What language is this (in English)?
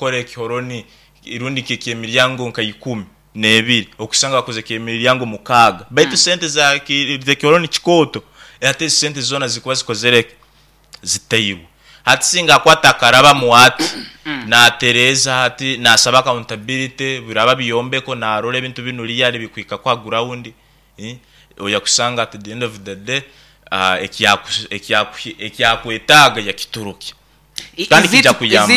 Nyoro